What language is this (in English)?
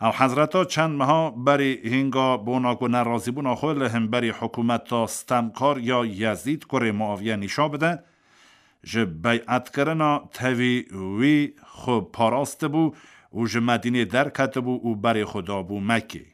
Kurdish